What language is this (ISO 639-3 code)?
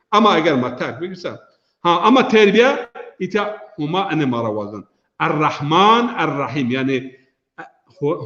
zza